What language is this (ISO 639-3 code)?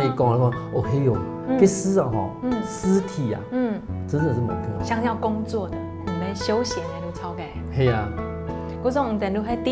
hak